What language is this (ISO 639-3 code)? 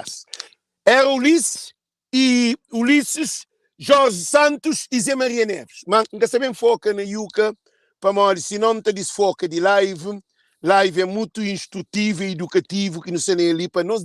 kea